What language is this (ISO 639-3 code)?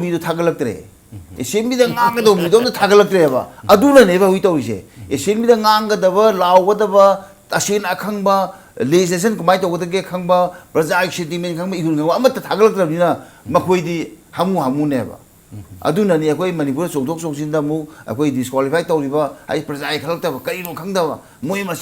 mni